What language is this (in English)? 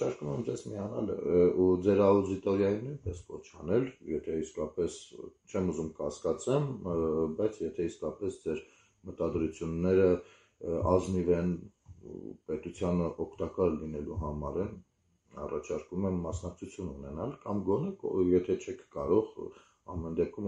Armenian